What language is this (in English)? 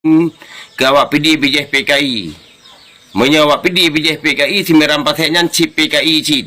Achinese